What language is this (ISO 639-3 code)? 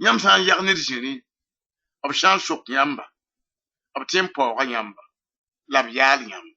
mos